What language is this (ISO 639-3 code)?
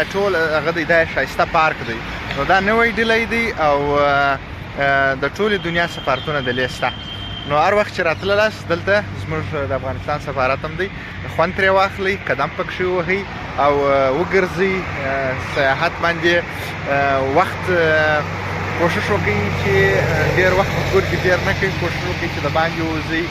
pus